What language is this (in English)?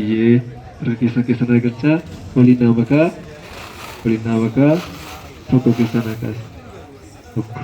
Oromo